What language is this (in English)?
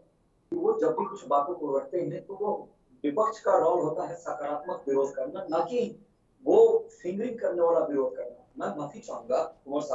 Hindi